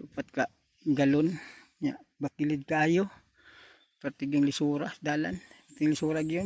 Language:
Cebuano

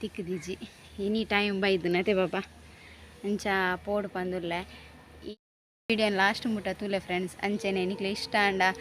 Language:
Tulu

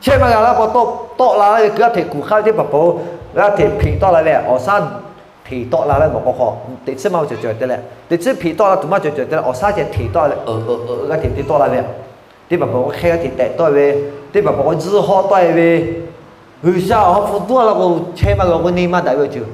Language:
Lahu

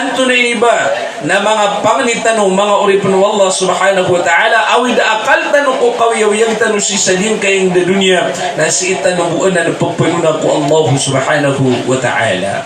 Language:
Maranao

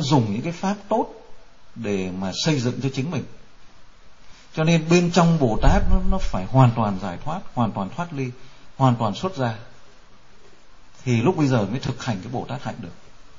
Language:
Vietnamese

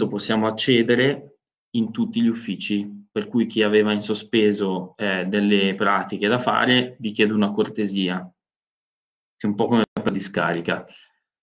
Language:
Italian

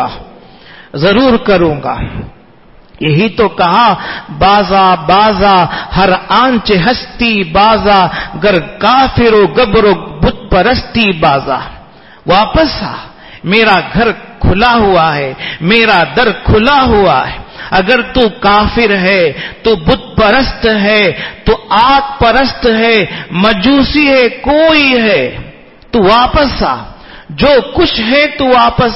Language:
Urdu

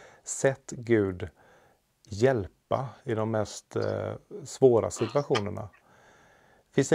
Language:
Swedish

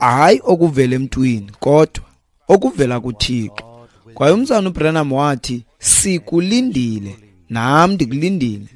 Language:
Xhosa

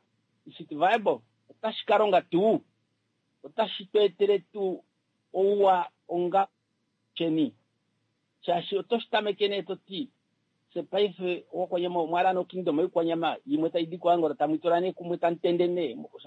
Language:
Kuanyama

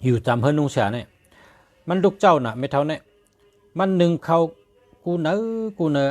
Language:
Shan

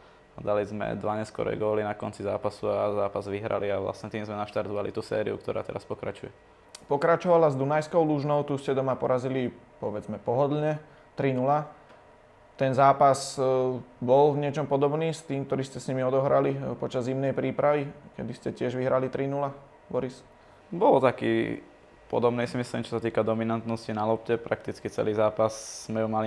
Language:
Slovak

